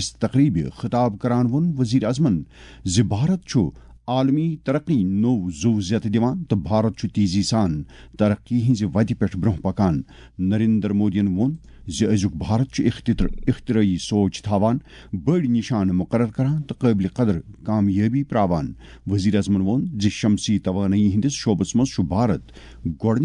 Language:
Kashmiri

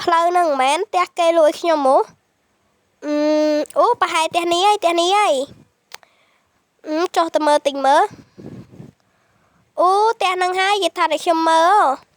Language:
Khmer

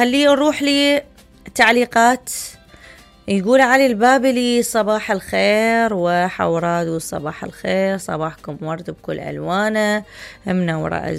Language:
Mesopotamian Arabic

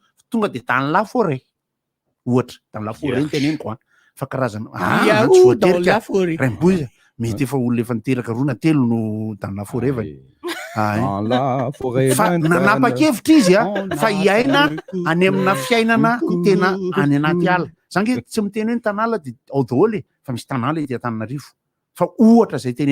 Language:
Malagasy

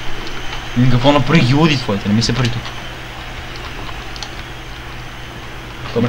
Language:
Bulgarian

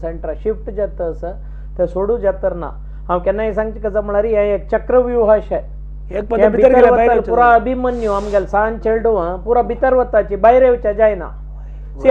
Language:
Konkani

